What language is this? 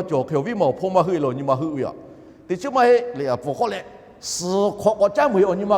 Lahu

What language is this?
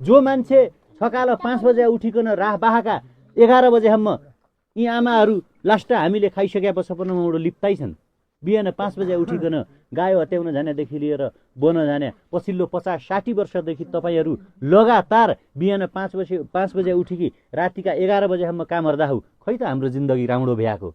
Nepali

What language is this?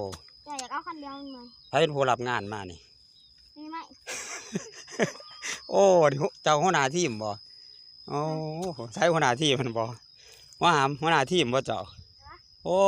Lao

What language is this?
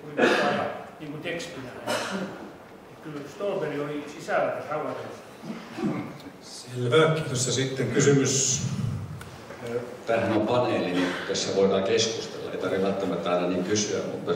Finnish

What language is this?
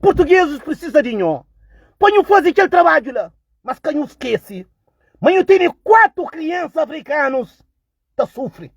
Kabuverdianu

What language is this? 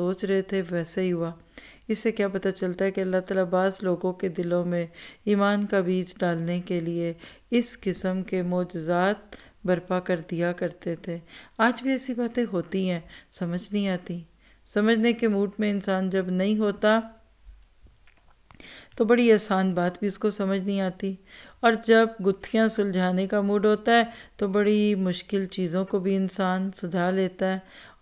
Urdu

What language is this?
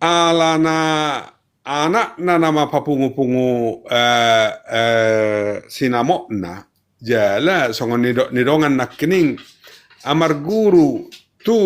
Batak Toba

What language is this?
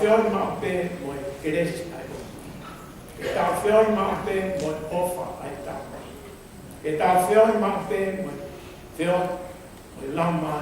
Tongan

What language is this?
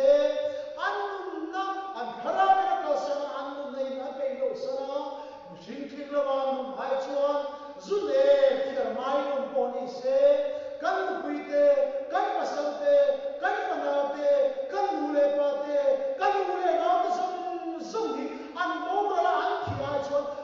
Mizo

